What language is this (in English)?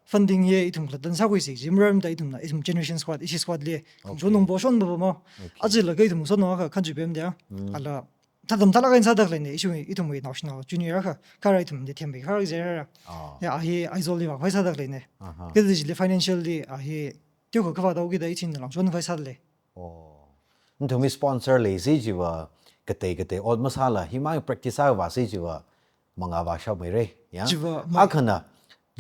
Tangkhul Naga (India)